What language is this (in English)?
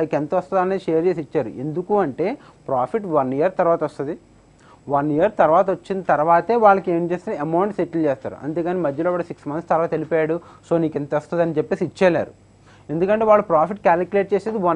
Telugu